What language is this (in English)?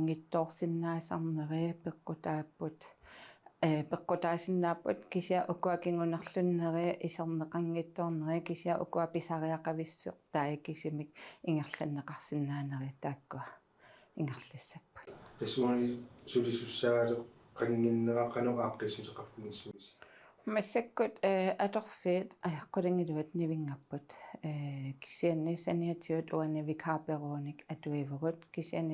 Kalaallisut